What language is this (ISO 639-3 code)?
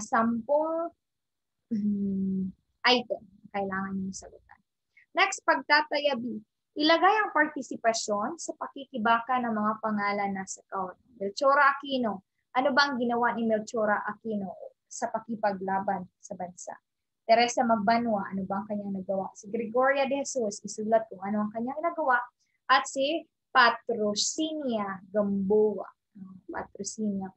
fil